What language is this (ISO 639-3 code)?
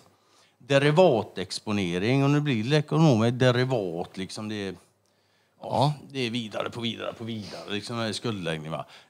swe